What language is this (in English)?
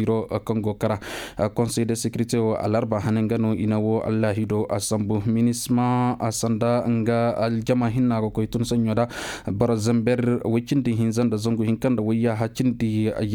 Koyraboro Senni